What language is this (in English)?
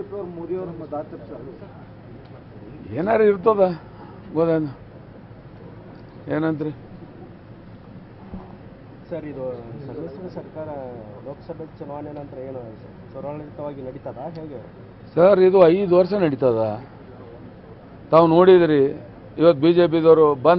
Kannada